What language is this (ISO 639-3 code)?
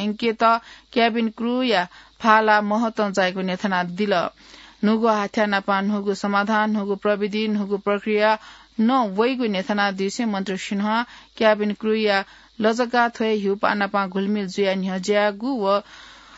new